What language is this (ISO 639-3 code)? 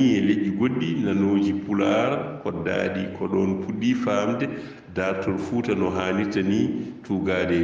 ful